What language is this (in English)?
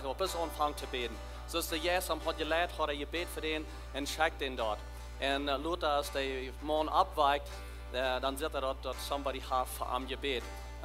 Plautdietsch